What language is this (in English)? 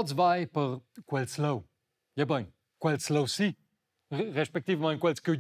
Romansh